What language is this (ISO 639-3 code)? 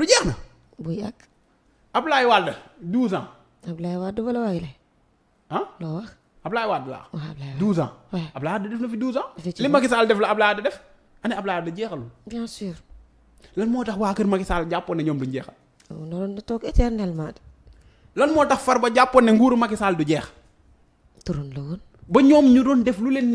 wol